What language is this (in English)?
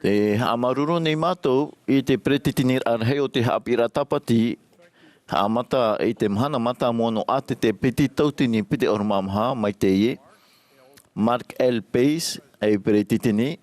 Tahitian